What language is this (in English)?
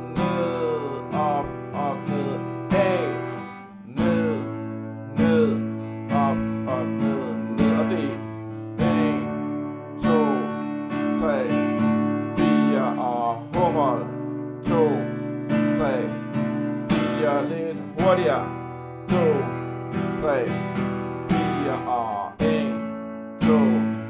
Danish